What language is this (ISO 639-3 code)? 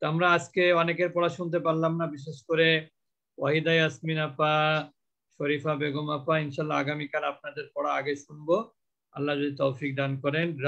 ben